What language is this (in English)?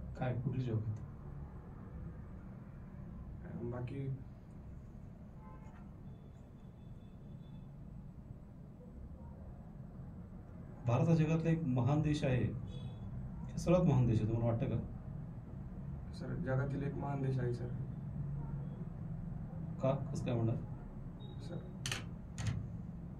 Marathi